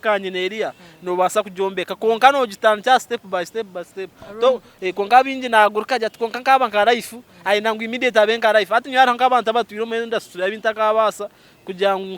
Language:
Nyankole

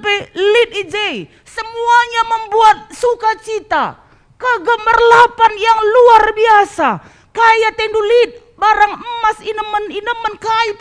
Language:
Batak Karo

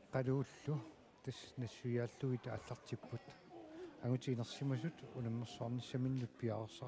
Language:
Kalaallisut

